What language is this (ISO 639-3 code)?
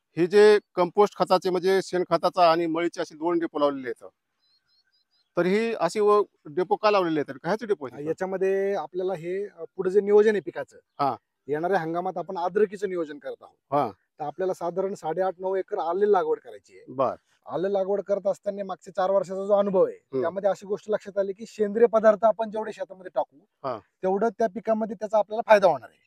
mar